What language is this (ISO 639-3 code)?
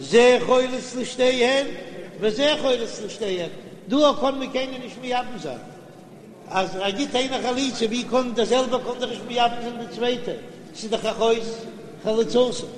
yid